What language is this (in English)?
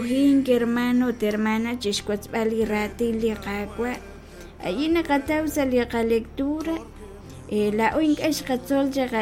Kekchí